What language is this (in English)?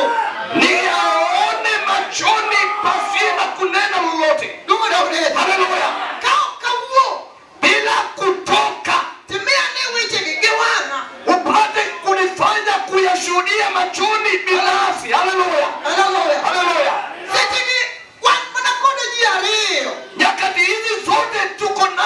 Luo (Kenya and Tanzania)